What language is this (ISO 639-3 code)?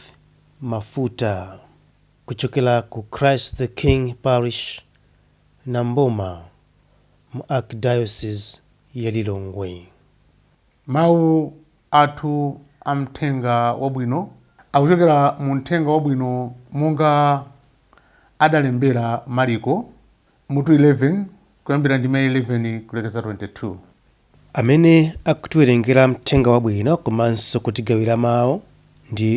nya